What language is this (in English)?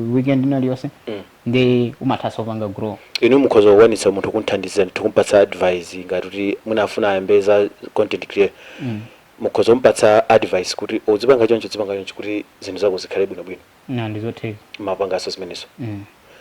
Nyanja